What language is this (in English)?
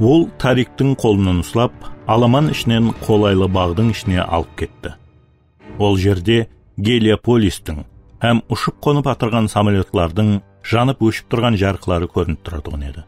Kara-Kalpak